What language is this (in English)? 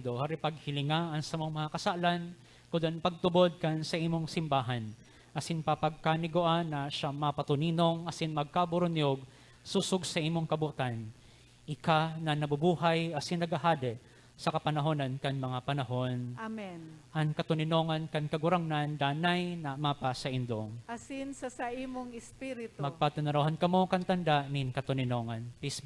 Bikol